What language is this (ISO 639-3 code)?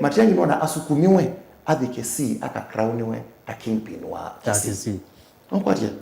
kam